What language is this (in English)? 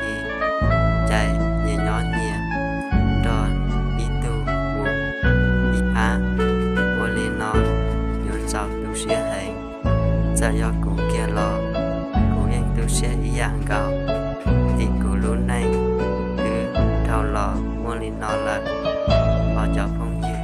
Hmong